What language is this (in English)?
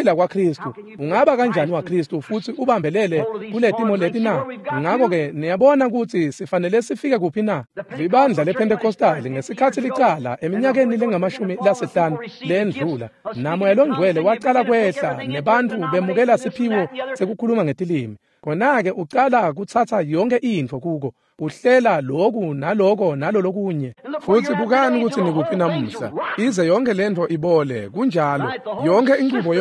Swati